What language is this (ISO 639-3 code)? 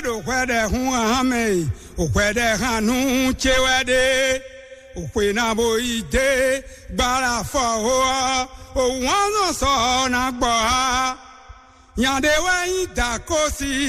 fon